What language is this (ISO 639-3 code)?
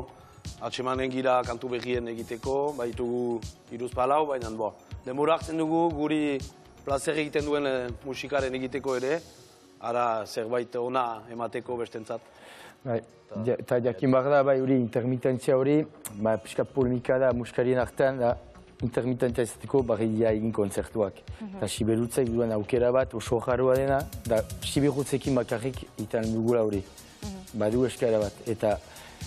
eus